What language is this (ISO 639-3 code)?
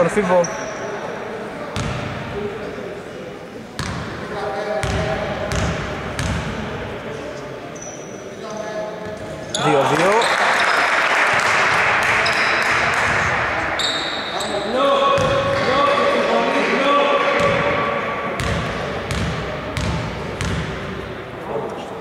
ell